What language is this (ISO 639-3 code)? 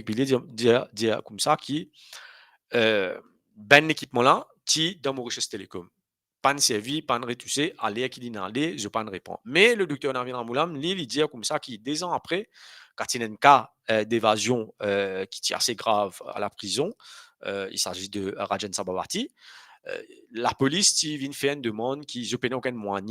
mfe